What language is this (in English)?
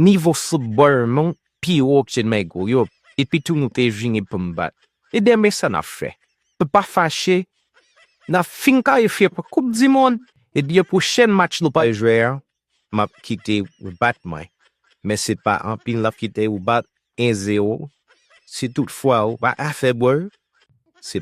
Haitian Creole